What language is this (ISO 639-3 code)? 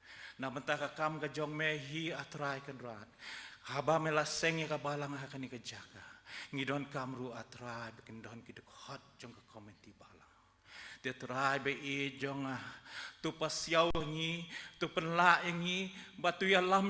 kha